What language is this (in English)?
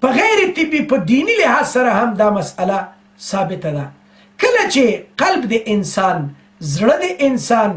Pashto